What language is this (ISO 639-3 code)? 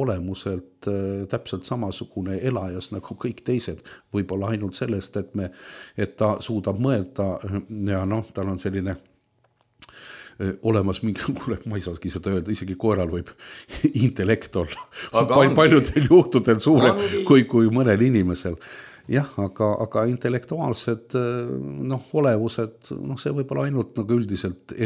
est